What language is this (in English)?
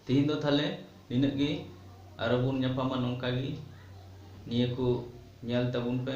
Santali